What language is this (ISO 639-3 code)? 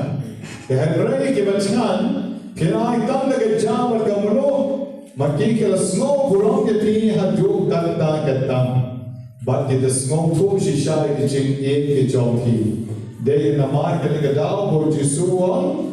kha